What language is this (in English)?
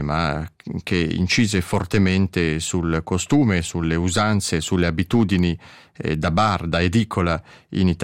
Italian